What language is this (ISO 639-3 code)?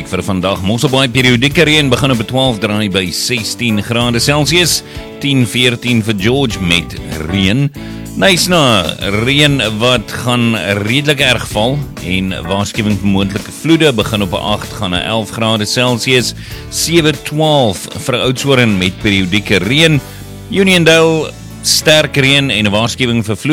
afr